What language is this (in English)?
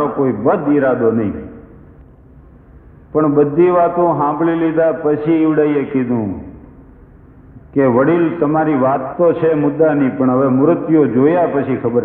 Gujarati